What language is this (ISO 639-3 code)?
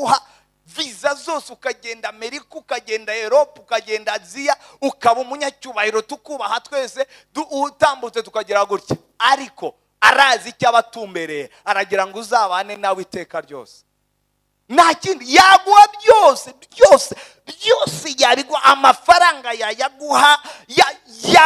run